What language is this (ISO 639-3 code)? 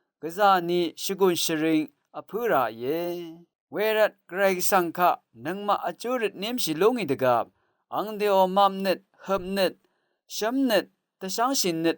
raw